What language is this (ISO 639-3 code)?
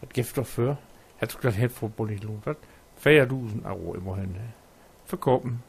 nds